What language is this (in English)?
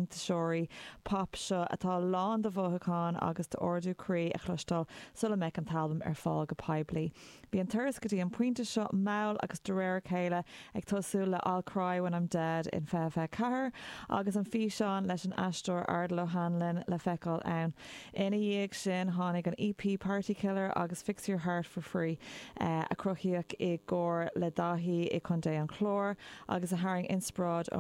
Irish